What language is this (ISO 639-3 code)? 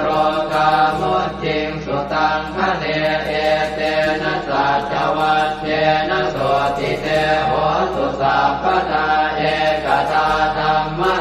pli